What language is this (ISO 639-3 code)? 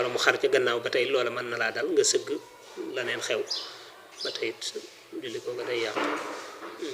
wol